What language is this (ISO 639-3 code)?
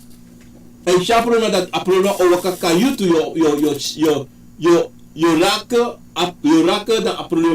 srn